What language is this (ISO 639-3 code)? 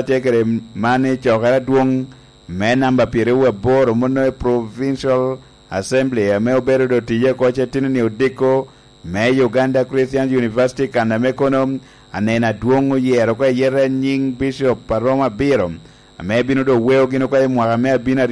laj